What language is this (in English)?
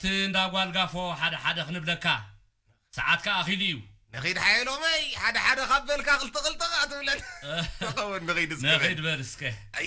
Tigrinya